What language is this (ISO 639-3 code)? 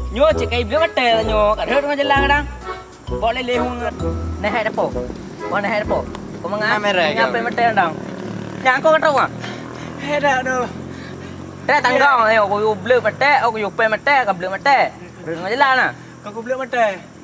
ace